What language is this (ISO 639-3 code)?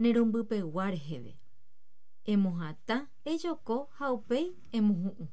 grn